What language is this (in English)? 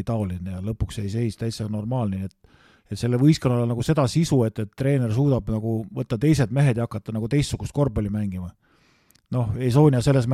Estonian